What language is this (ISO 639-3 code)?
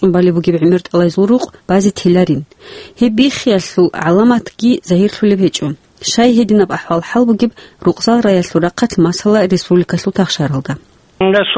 ava